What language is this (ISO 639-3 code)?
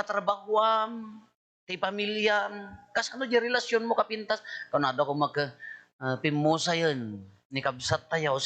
ilo